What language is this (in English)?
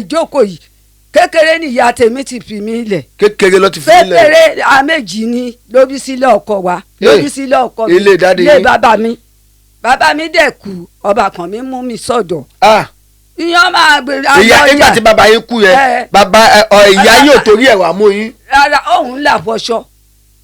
Yoruba